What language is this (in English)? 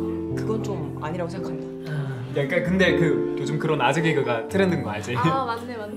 Korean